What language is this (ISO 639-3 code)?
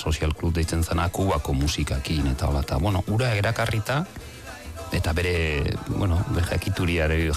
eus